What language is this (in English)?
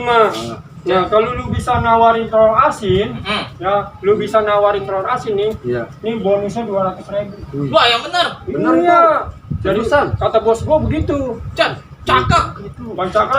Betawi